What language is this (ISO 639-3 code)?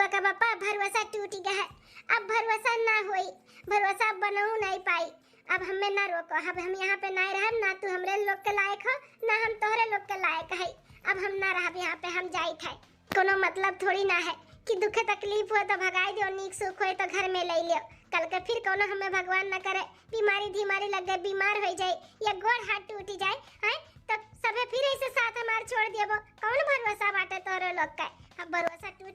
awa